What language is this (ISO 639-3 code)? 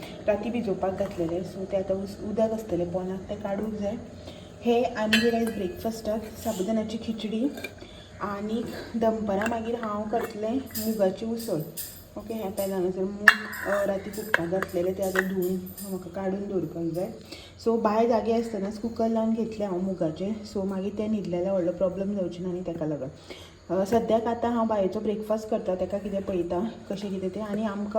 kok